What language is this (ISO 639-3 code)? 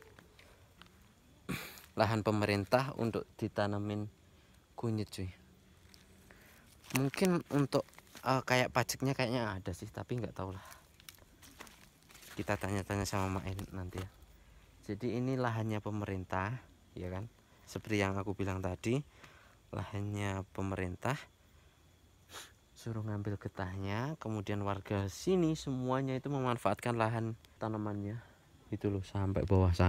ind